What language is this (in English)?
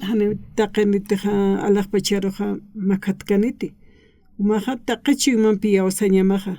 Aymara